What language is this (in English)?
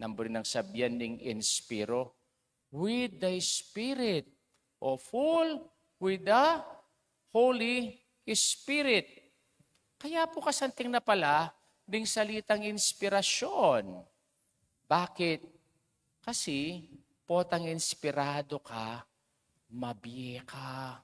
Pampanga